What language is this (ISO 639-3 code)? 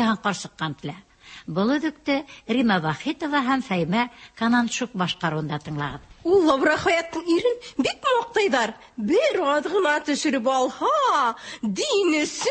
tat